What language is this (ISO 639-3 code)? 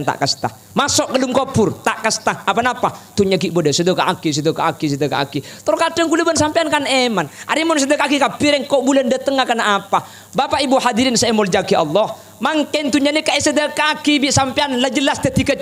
mad